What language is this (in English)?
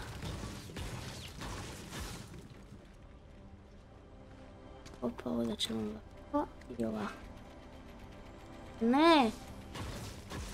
Croatian